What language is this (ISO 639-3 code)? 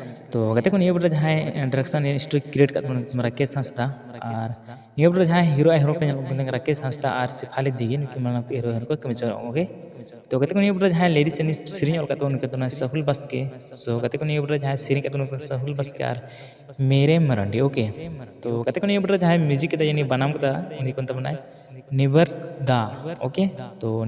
sat